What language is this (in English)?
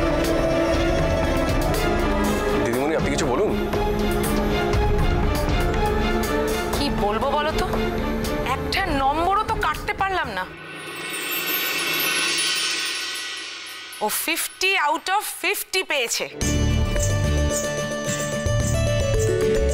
Bangla